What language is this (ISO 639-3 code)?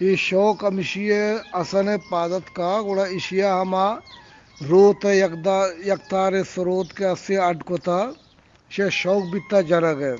bgp